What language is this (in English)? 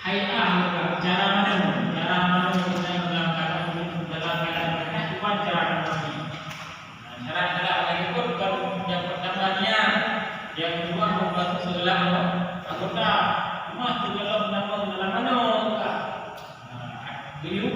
Achinese